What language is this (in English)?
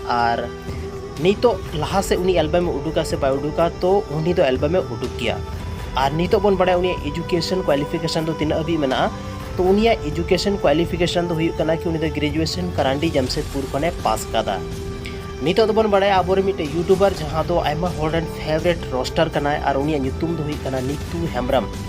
Santali